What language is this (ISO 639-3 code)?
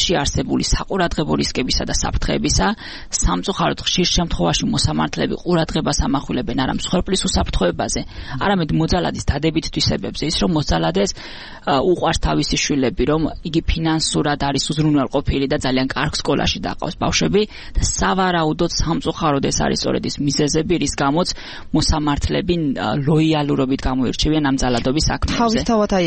kat